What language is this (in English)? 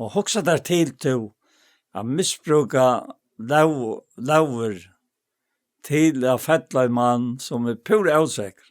Faroese